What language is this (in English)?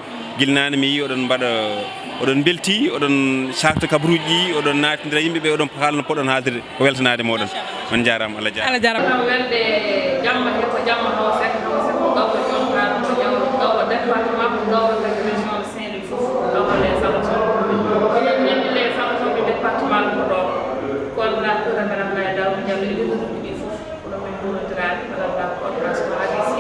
Fula